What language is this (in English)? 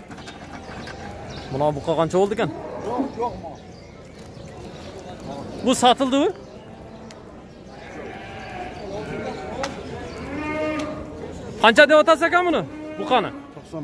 Kyrgyz